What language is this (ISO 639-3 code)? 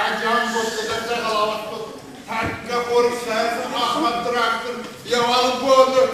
oss